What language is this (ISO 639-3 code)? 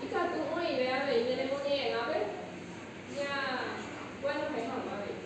grn